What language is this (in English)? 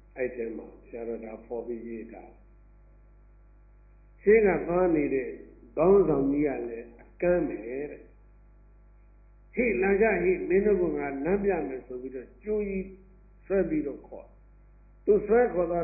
Burmese